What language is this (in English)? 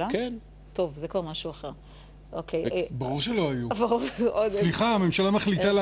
Hebrew